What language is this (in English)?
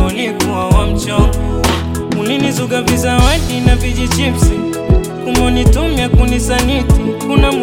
Swahili